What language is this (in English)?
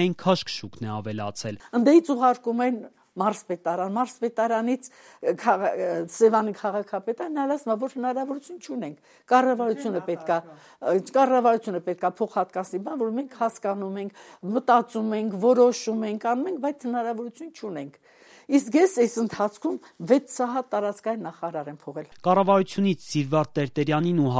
Armenian